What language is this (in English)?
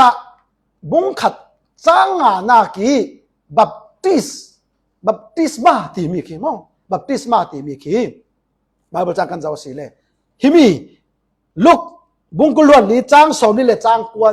Falam Chin